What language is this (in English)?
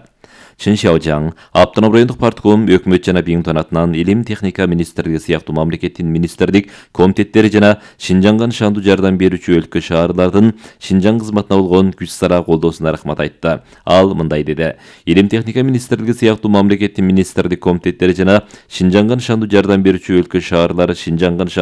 Kyrgyz